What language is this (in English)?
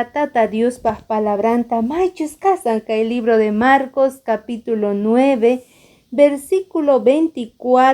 Quechua